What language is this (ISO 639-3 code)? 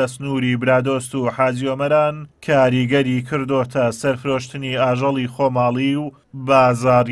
ckb